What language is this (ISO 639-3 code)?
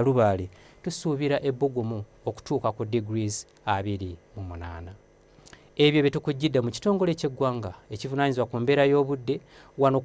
lug